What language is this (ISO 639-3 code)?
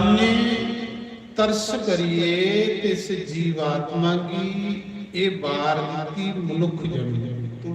doi